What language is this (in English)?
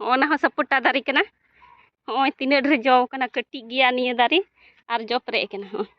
Santali